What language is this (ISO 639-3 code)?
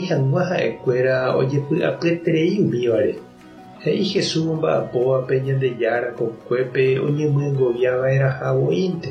grn